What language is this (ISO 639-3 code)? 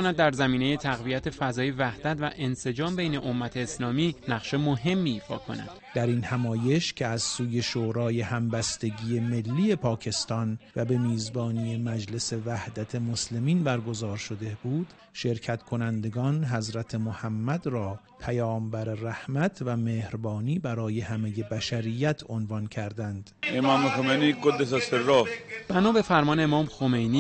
tgk